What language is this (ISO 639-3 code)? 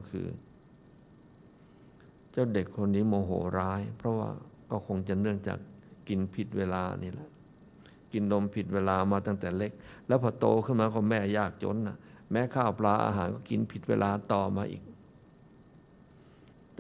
tha